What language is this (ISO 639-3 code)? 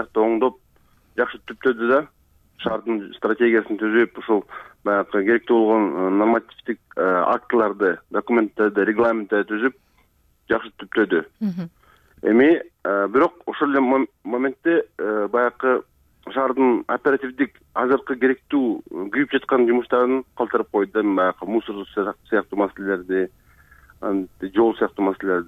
kir